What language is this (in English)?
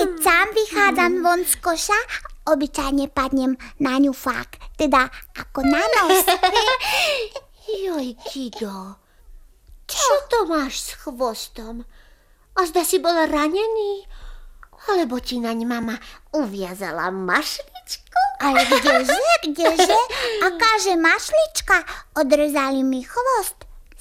Slovak